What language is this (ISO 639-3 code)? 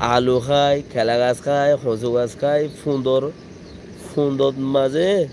rhg